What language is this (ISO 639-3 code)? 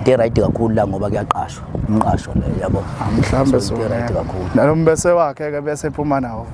zul